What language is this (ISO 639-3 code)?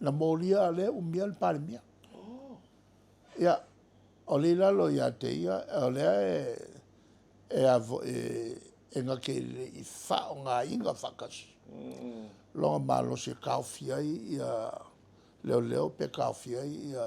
smo